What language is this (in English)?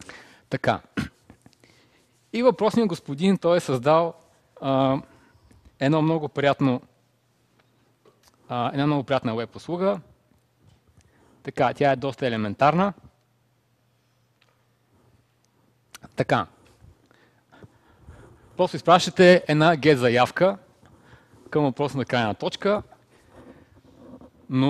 Bulgarian